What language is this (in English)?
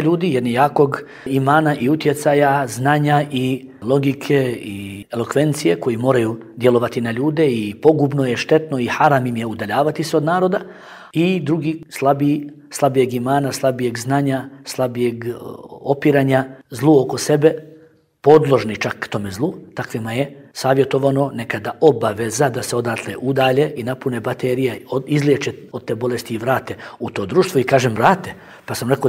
Bosnian